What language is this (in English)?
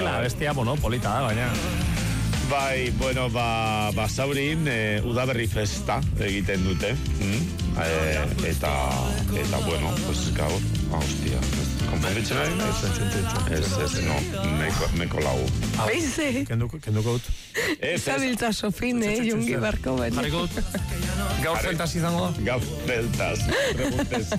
Basque